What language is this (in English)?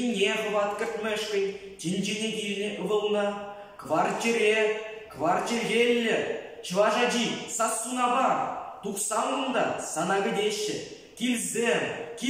Chuvash